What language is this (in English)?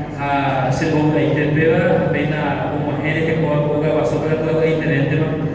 Guarani